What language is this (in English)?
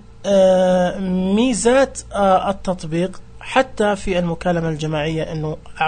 Najdi Arabic